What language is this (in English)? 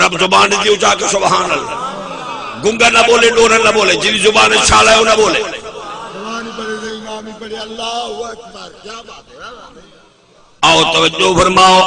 Saraiki